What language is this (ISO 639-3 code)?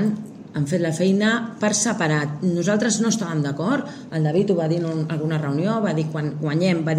cat